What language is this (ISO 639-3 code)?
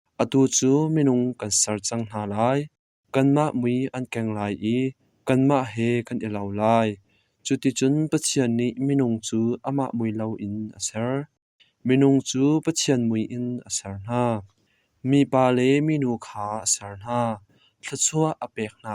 cnh